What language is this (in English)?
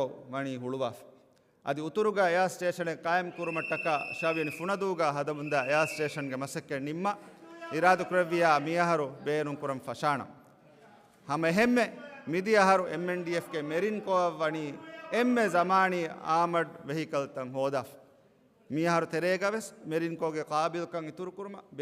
Divehi